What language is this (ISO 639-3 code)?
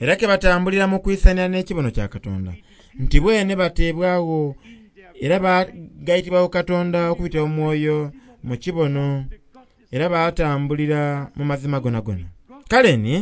xog